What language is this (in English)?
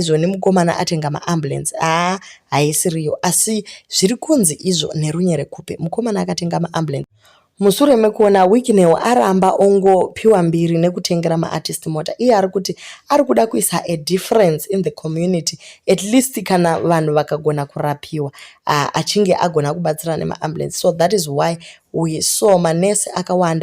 Shona